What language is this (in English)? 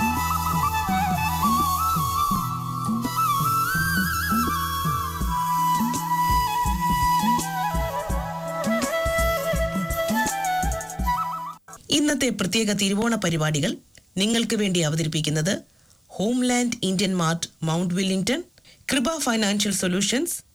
Malayalam